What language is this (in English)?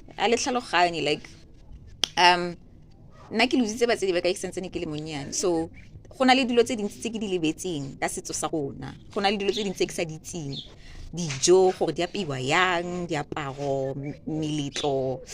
Tswana